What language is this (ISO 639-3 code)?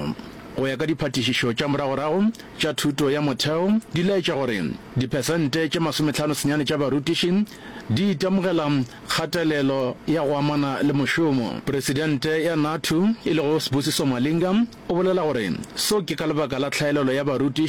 nso